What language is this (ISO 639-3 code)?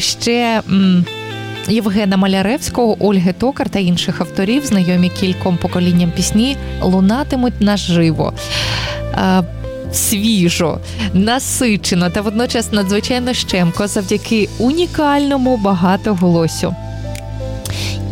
ukr